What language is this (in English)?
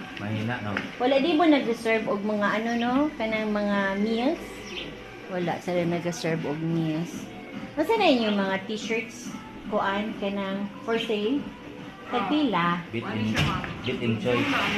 Cebuano